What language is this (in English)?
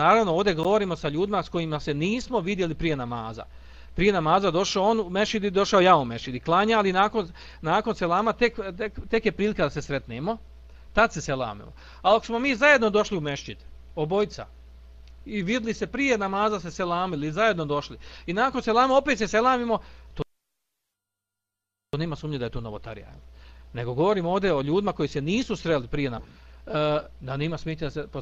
Bosnian